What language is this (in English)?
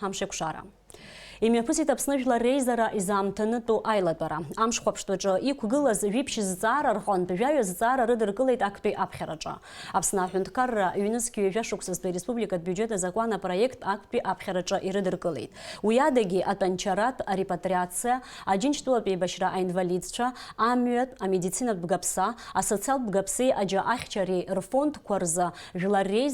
Abkhazian